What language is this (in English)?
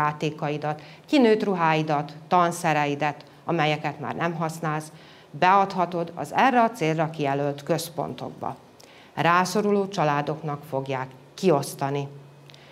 Hungarian